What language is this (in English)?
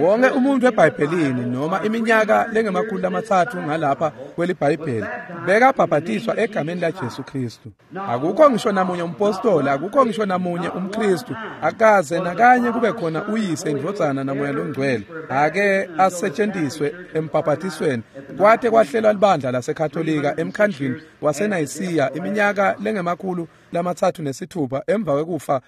Swati